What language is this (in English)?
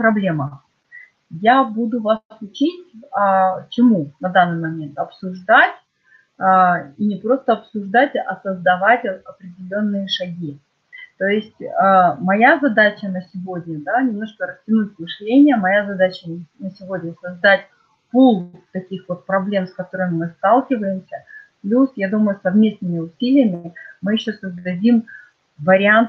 Russian